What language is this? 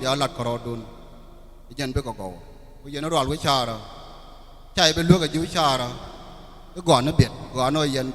Nuer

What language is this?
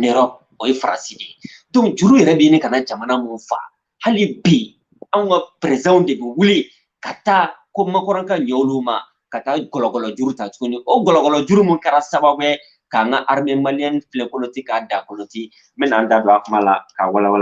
Bambara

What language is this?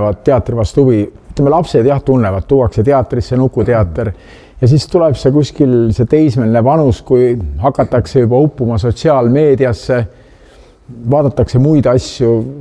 Estonian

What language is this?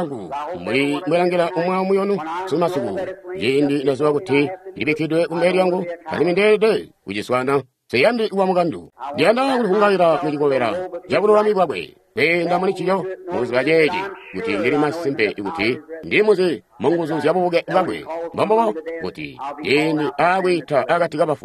Tonga (Zambia)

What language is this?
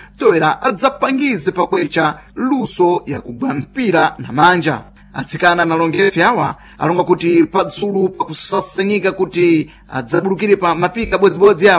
Sena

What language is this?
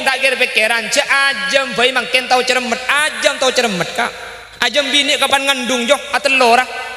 Madurese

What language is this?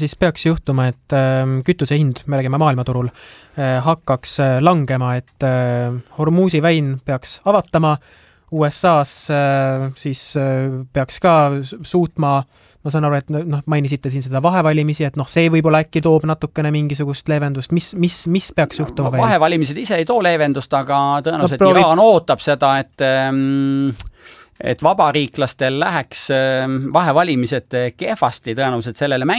Estonian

